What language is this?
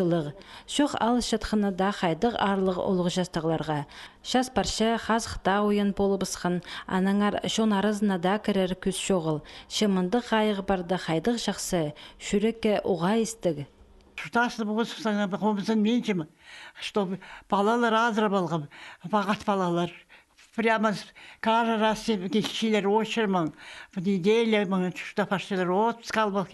Khakas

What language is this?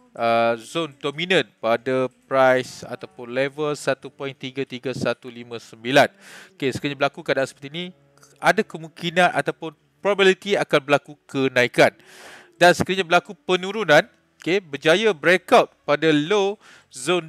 Malay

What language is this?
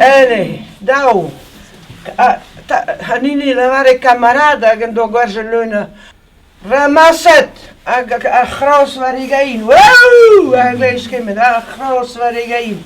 Breton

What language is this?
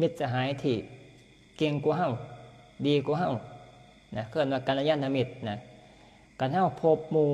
Northeastern Thai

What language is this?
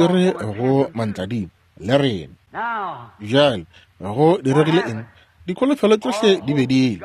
Northern Sotho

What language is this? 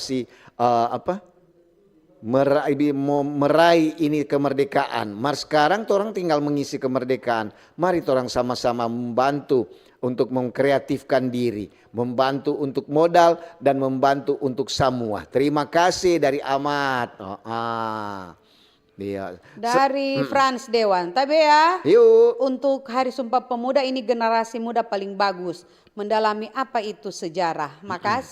Manado Malay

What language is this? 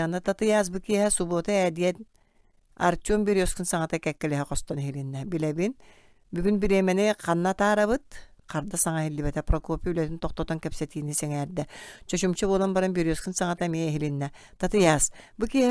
Yakut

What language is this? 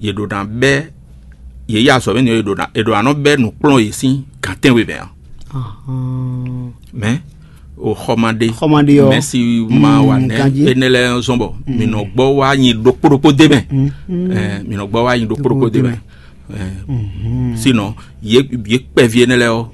Fon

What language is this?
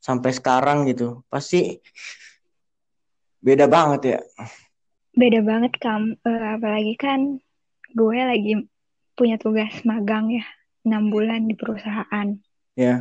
Indonesian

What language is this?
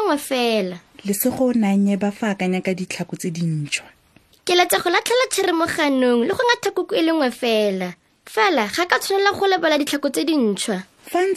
Tswana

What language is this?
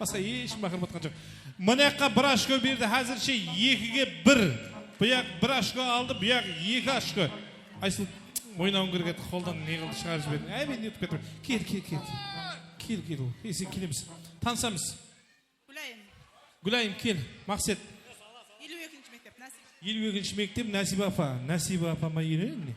Kara-Kalpak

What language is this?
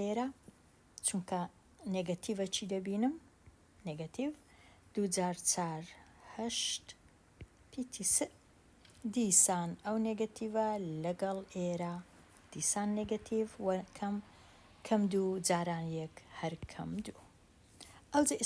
Central Kurdish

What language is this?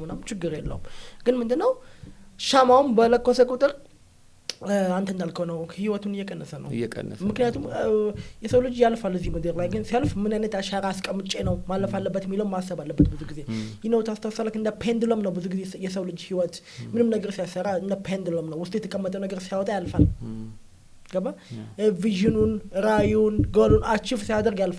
Amharic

